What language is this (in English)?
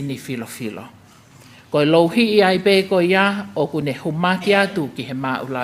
Tongan